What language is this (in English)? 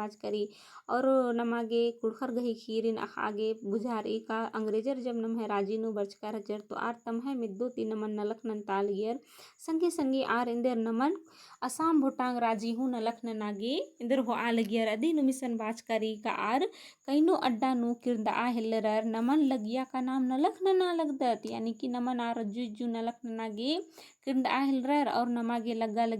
Kurukh